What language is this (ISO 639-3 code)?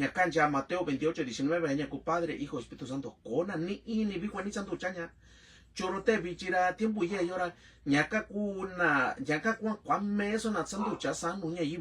mix